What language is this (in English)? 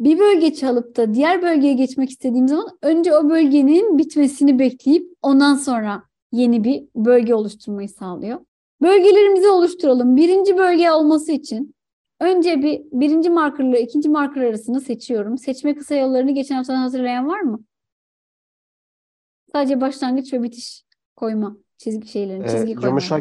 Turkish